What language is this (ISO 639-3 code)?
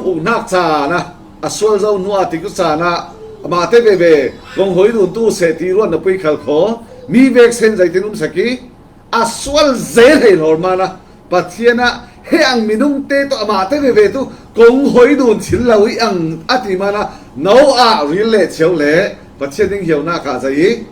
cfm